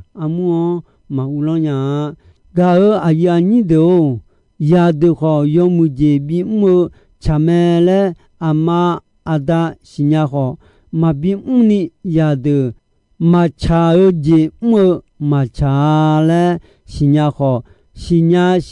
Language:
Akha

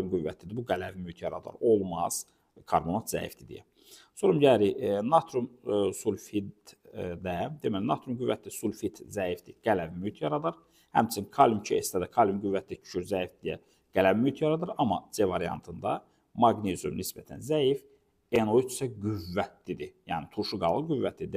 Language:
Azerbaijani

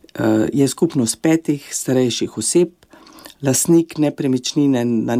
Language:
Slovenian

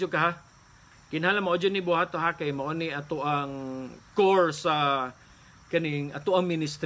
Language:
Cebuano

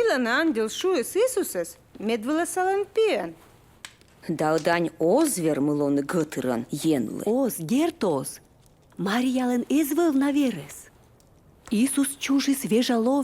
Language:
Komi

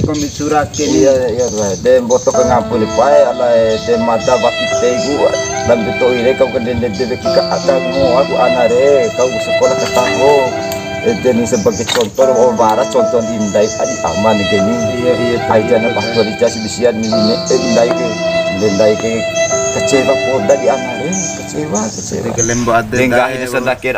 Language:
Bima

